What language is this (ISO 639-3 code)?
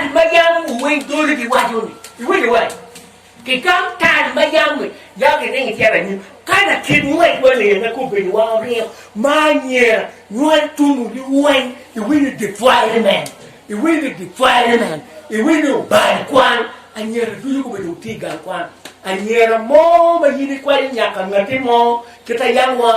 ach